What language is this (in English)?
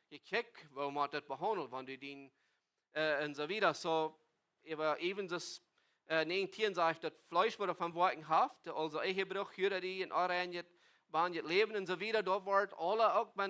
Plautdietsch